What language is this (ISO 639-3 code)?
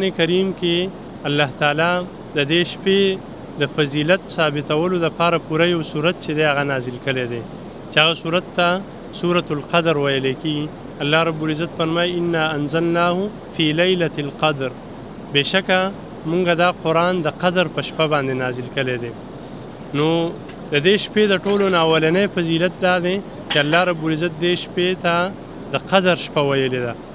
pus